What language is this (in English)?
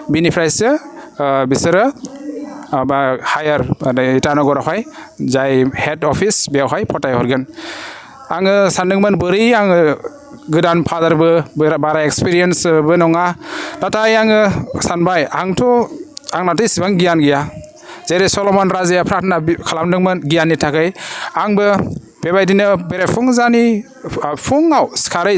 Bodo